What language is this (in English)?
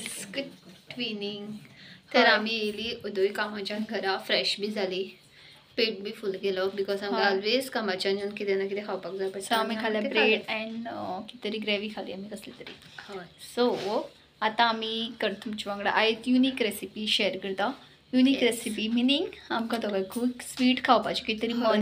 Konkani